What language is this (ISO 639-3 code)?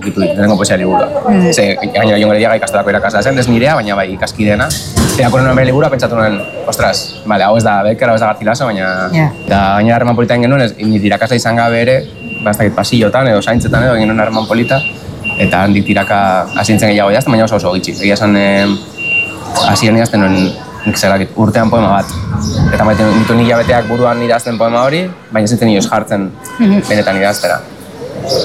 eus